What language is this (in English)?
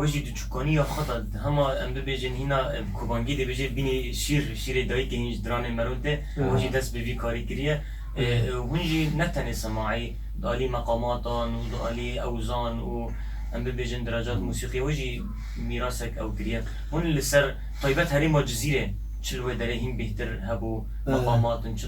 Kurdish